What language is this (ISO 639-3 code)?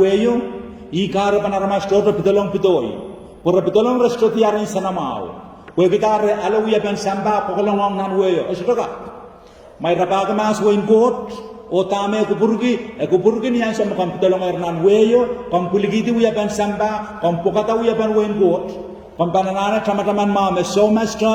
pon